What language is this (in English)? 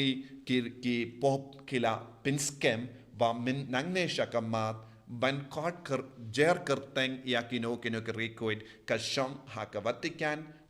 Khasi